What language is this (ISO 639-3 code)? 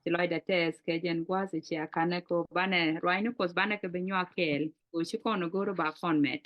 nus